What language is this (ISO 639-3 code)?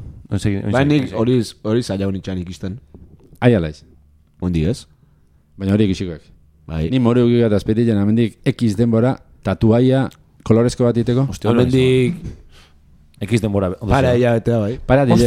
eus